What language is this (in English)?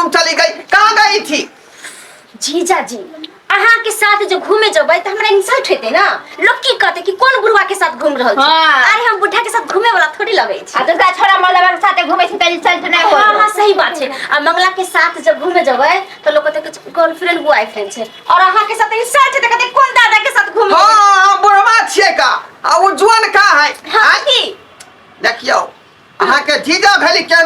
Maithili